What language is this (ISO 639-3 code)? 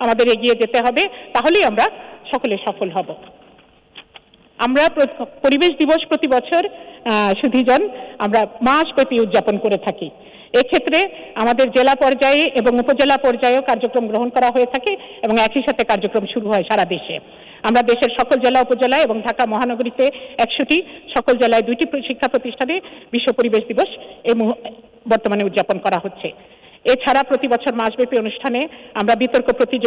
ben